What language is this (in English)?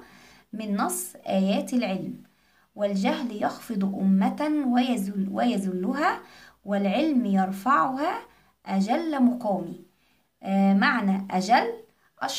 Egyptian Arabic